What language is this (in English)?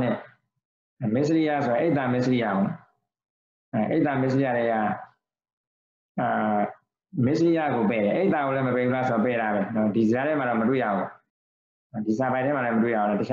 Burmese